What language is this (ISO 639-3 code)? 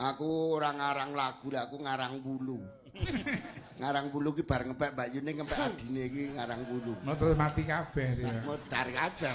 jav